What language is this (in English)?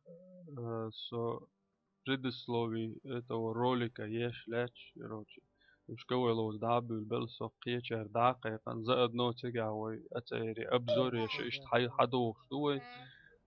Chechen